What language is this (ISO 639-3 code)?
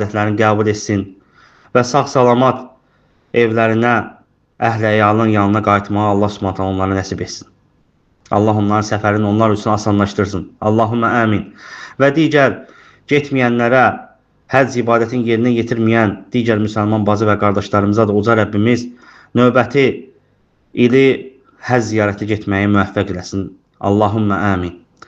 aze